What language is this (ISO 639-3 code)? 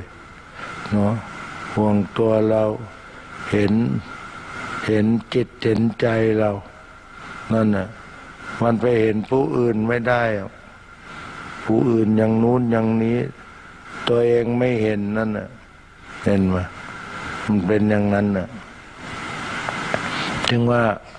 tha